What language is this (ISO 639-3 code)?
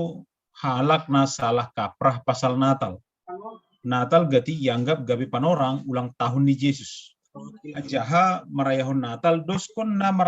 bts